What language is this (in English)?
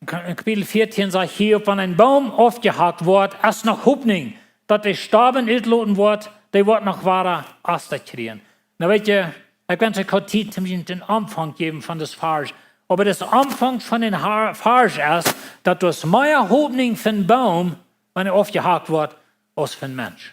Plautdietsch